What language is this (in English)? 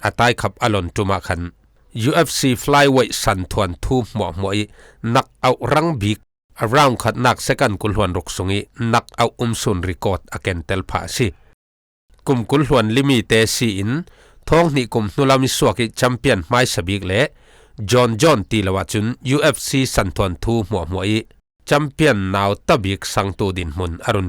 Falam Chin